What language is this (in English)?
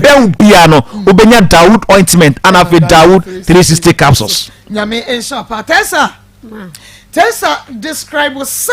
Akan